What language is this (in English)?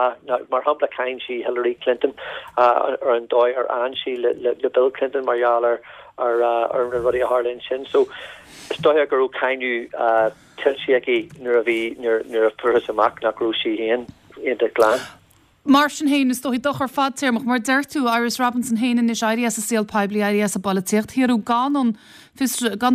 Irish